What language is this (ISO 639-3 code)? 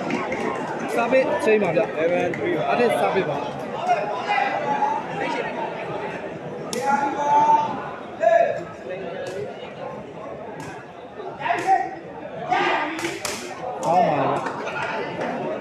mya